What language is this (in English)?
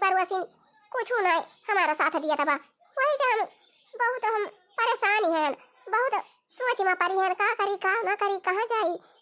Awadhi